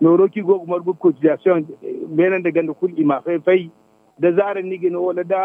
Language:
Zarma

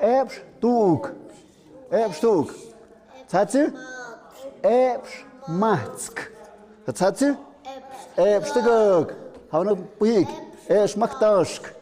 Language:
Tlahuitoltepec Mixe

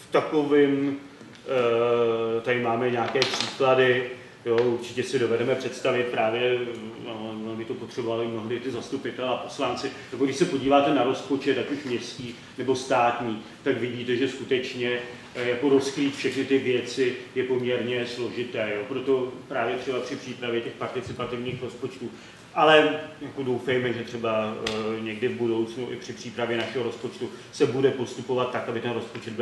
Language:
Czech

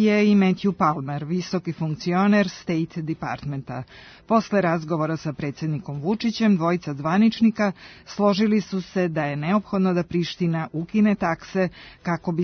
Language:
Serbian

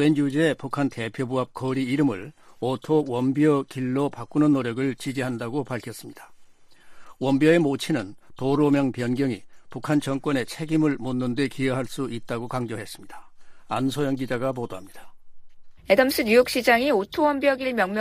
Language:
Korean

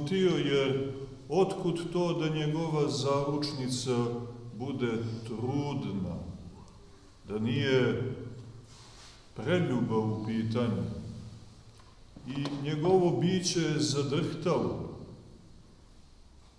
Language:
Serbian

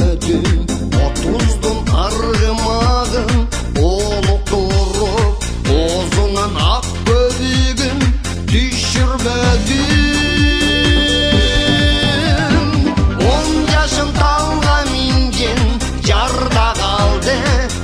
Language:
Kyrgyz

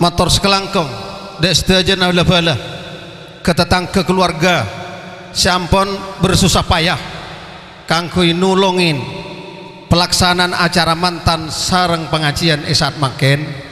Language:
Madurese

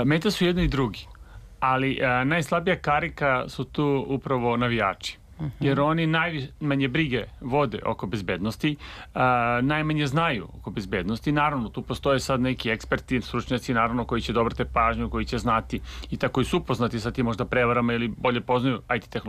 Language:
Serbian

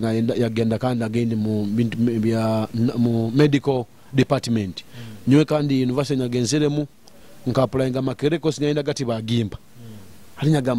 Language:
Nyoro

